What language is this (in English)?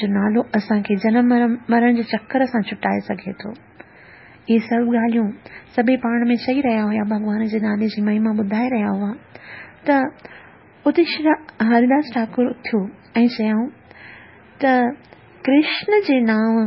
Sindhi